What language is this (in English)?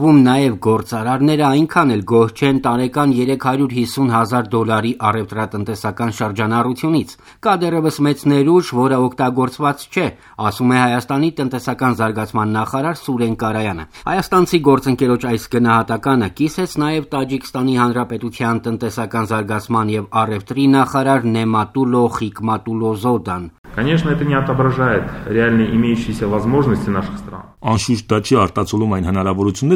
Armenian